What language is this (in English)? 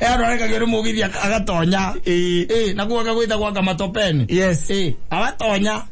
Kikuyu